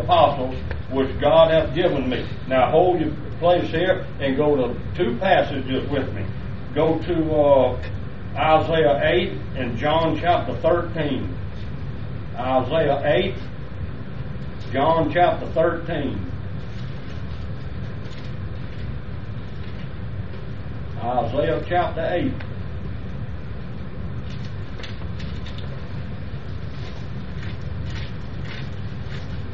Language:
English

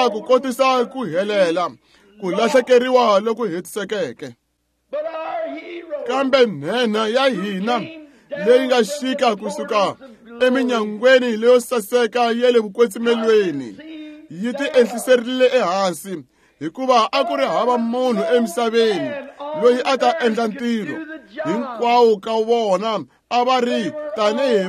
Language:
Tsonga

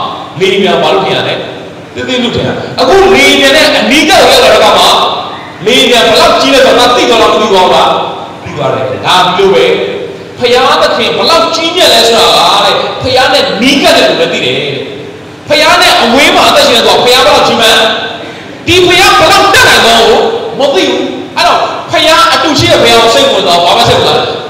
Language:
Burmese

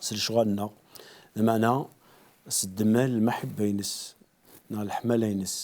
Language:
Kabyle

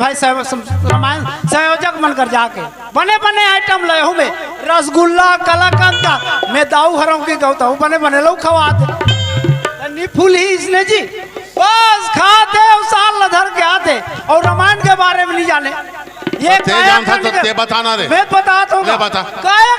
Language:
Chhattisgarhi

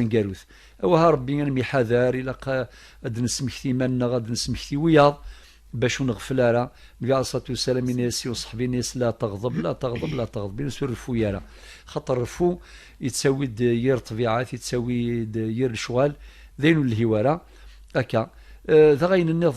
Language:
Kabyle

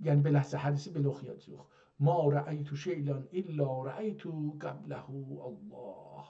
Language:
South Azerbaijani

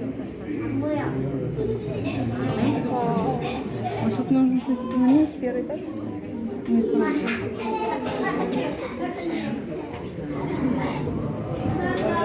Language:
Russian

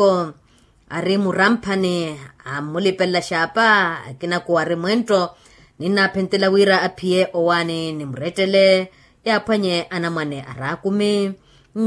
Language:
Makhuwa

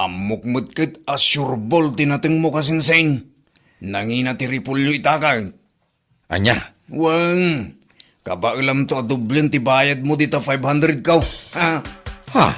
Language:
Iloko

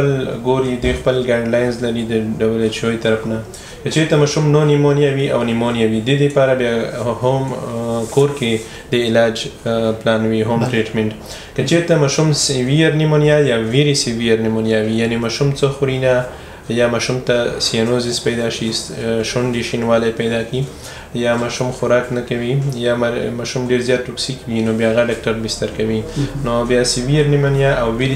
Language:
Pashto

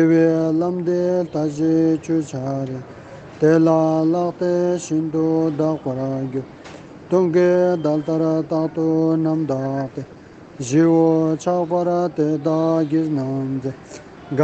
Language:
Ladakhi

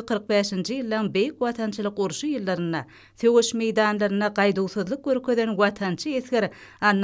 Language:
Turkmen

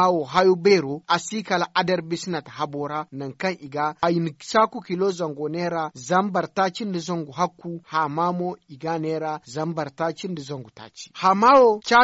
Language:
Zarma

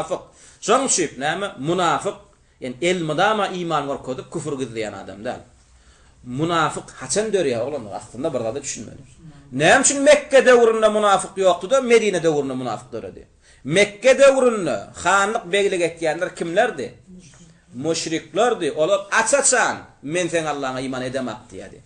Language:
Turkmen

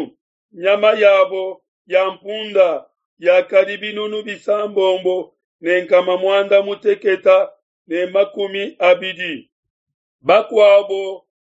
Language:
Luba-Lulua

